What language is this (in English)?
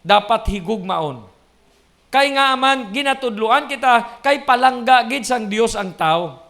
Hiligaynon